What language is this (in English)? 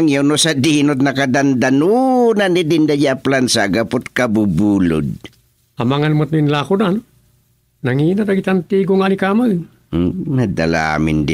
Iloko